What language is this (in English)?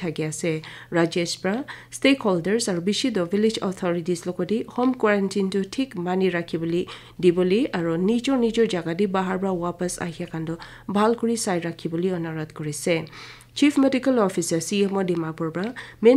Naga Pidgin